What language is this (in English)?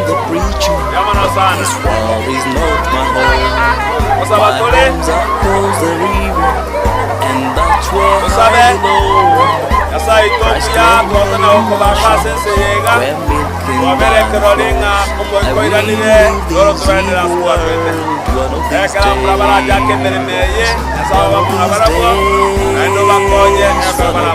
Gusii